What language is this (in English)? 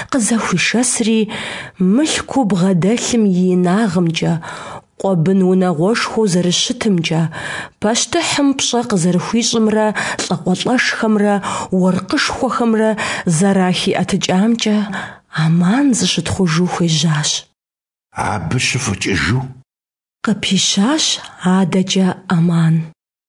Kabardian